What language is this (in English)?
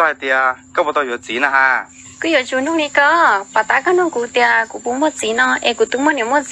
Hmong